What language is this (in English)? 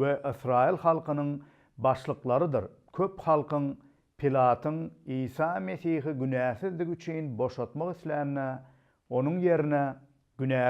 Turkmen